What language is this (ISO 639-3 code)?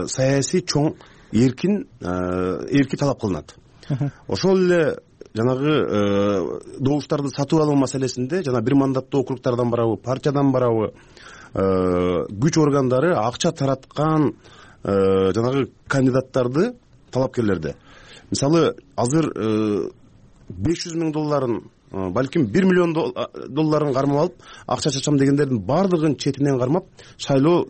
kir